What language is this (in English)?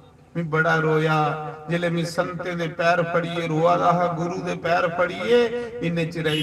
Dogri